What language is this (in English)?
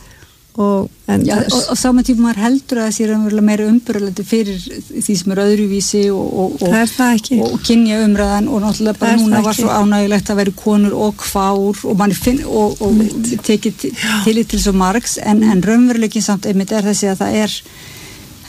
Icelandic